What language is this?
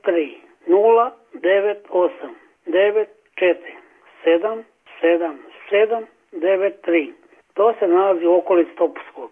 Croatian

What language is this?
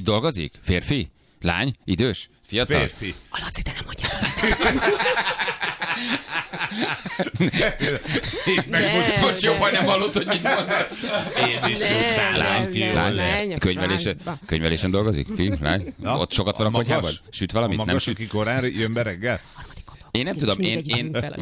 Hungarian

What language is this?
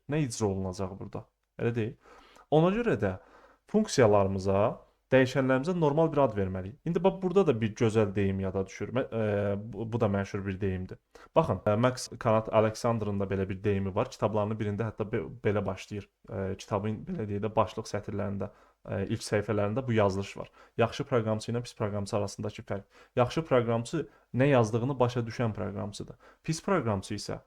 Azerbaijani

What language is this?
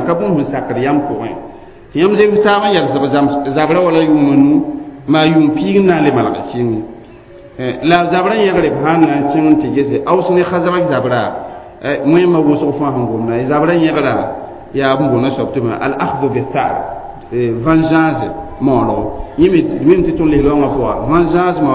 Mossi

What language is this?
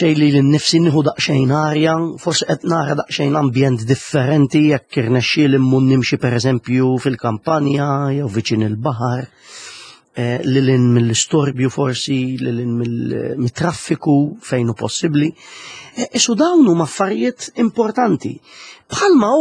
Maltese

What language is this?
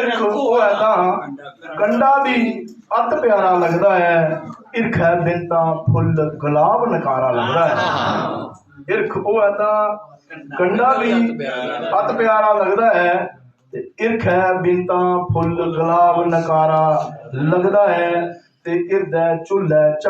Dogri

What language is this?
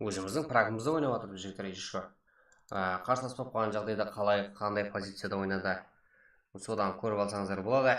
Kara-Kalpak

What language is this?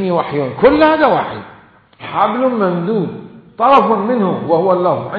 Mesopotamian Arabic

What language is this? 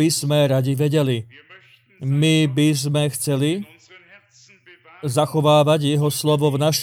Slovak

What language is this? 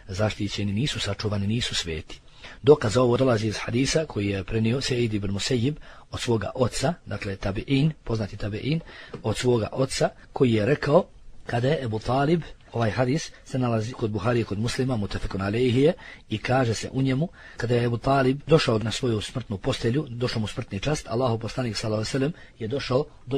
Bosnian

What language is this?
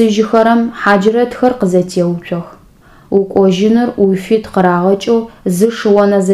Adyghe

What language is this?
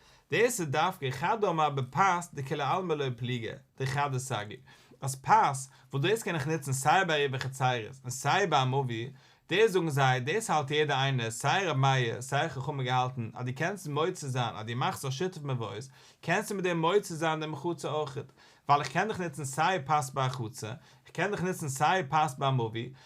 Yiddish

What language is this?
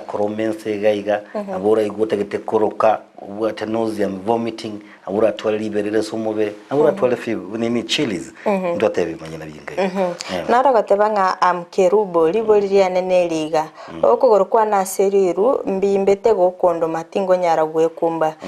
Gusii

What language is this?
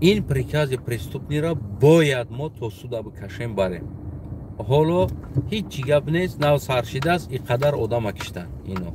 Tajik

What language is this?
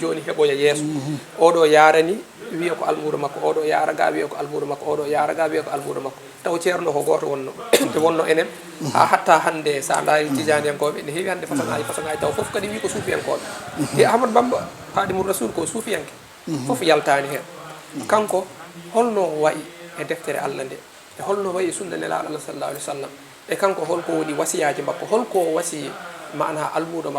Fula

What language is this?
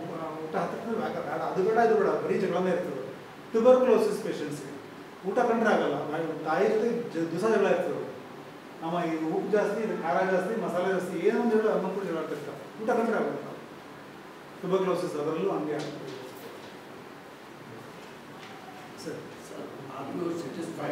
Kannada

